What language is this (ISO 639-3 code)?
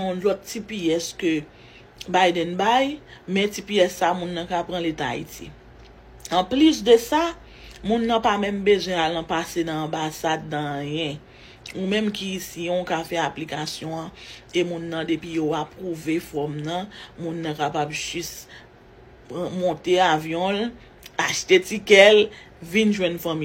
hat